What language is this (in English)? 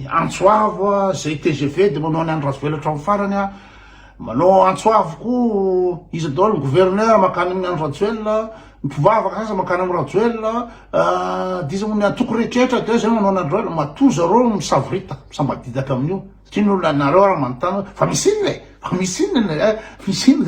Malagasy